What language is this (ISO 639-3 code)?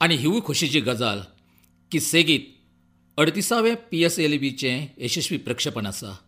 kok